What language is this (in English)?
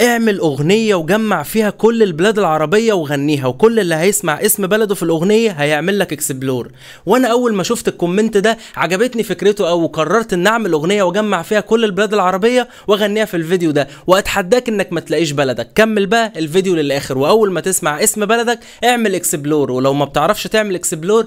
Egyptian Arabic